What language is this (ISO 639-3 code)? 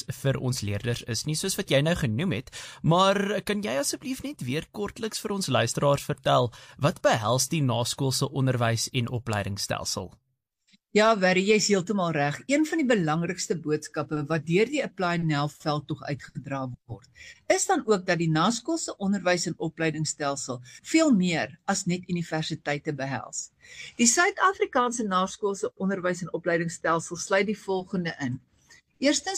afr